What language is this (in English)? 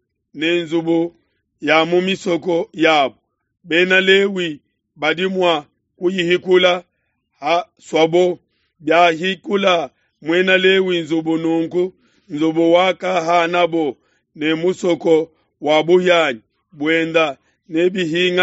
Luba-Lulua